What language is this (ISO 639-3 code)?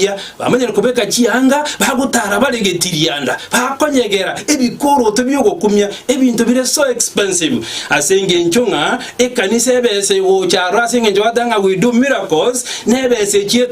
guz